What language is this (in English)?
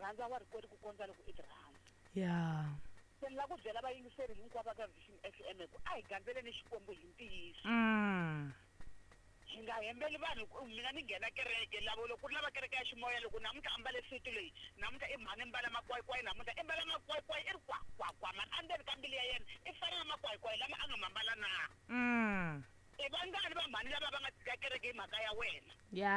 Tsonga